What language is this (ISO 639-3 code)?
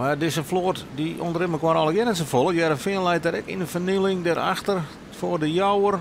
fry